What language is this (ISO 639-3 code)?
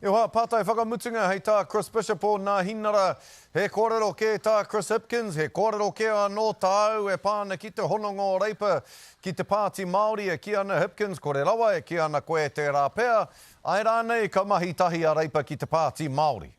mri